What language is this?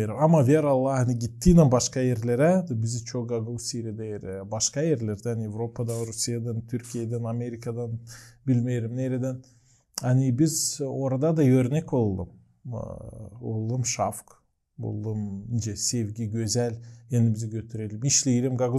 Gagauz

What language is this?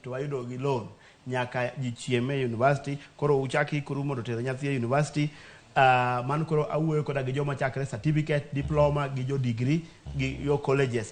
Luo (Kenya and Tanzania)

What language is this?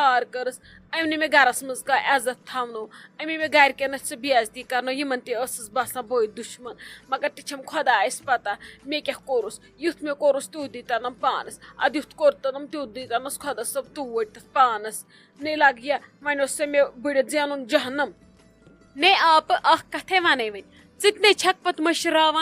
Kashmiri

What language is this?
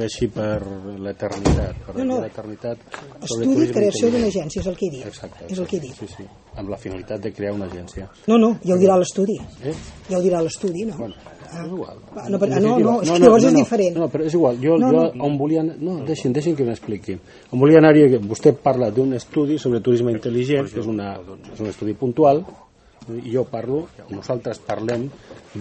Catalan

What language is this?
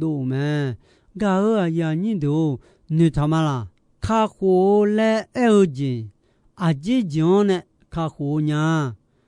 Akha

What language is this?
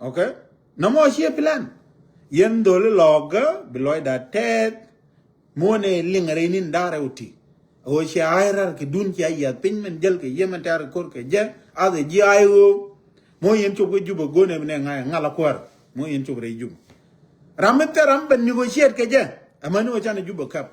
Nuer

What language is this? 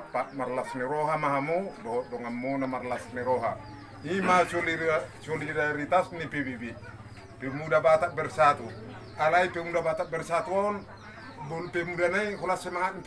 Batak Toba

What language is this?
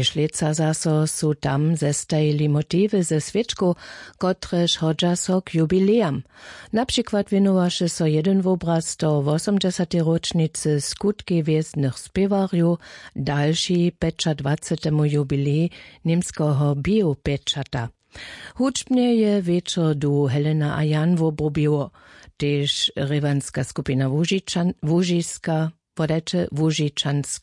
Upper Sorbian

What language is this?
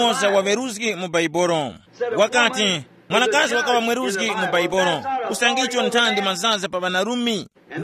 Tumbuka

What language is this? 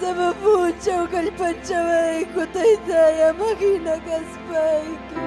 Ayacucho Quechua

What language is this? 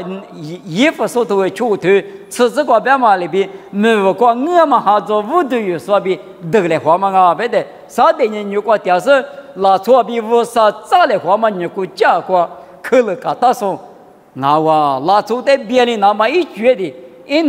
Lisu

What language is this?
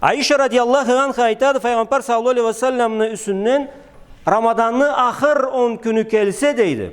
Karachay-Balkar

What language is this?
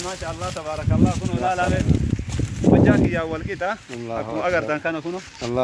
Oromo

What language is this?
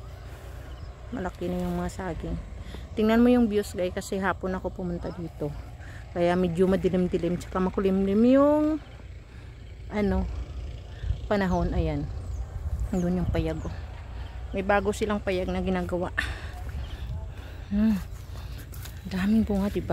Filipino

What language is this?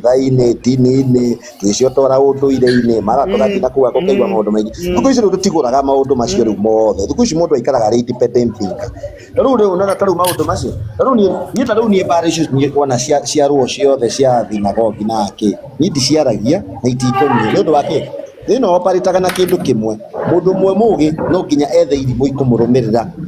Kikuyu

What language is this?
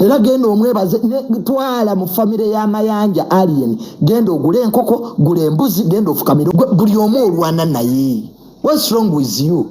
Ganda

